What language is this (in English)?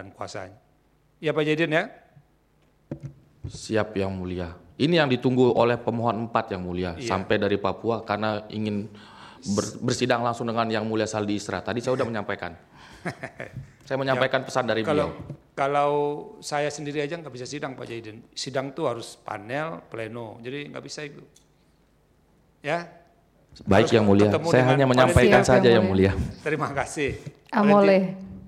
Indonesian